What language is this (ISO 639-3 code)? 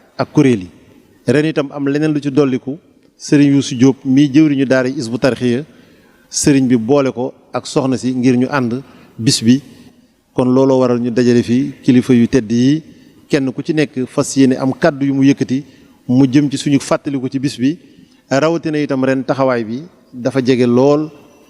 wol